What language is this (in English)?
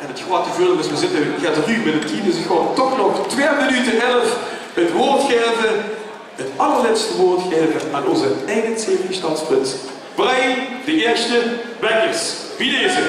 Limburgish